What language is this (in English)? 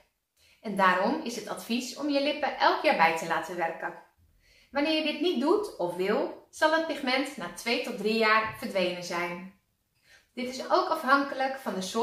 Dutch